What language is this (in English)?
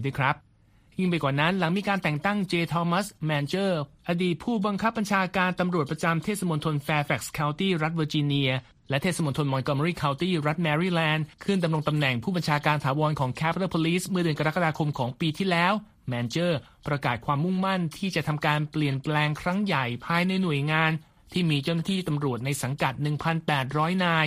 Thai